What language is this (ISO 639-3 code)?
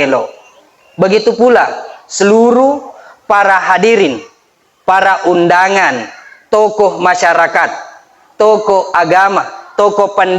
bug